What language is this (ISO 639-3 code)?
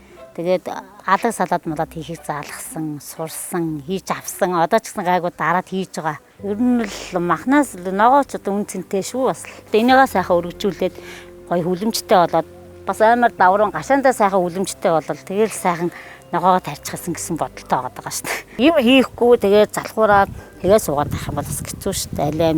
mon